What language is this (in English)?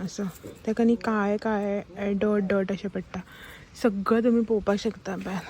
Konkani